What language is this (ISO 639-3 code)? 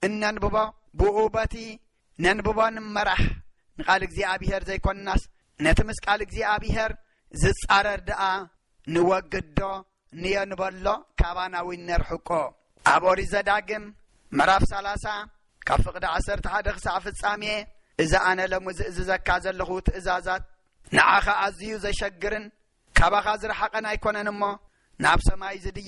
tir